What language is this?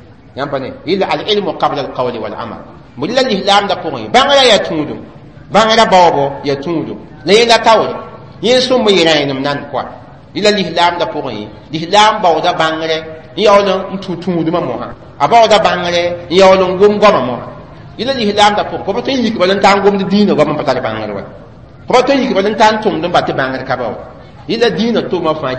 Mossi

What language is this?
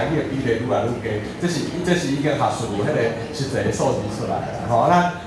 Min Nan Chinese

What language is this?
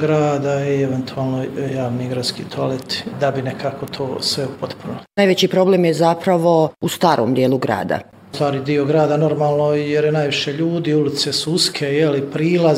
Bosnian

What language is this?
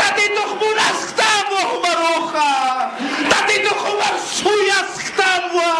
Aymara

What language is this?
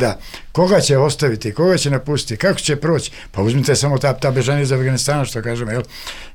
Serbian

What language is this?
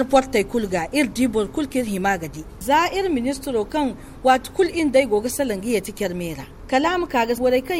Zarma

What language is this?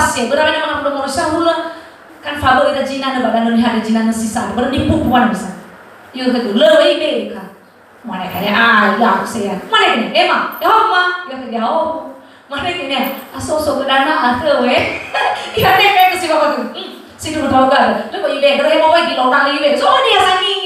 Nias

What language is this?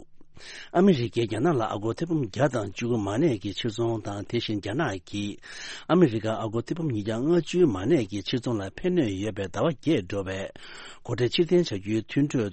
Tibetan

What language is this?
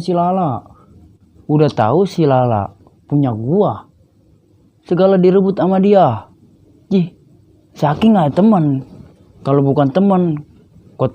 Betawi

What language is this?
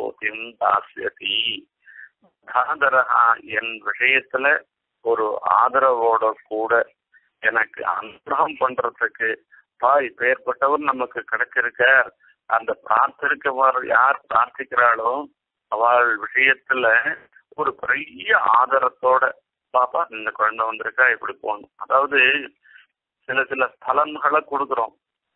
Tamil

